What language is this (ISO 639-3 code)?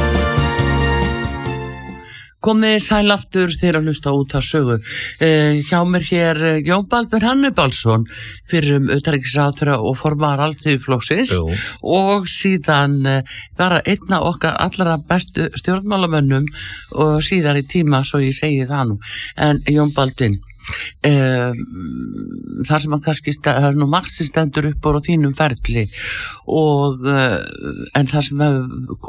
isl